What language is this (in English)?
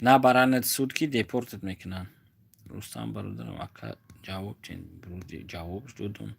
Tajik